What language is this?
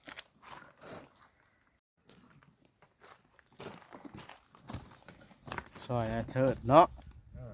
Lao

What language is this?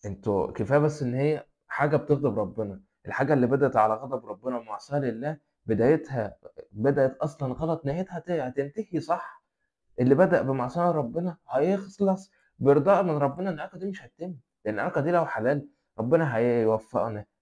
Egyptian Arabic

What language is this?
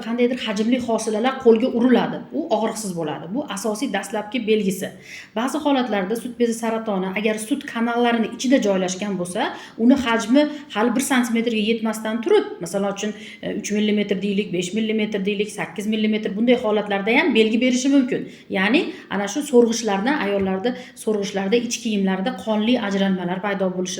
Uzbek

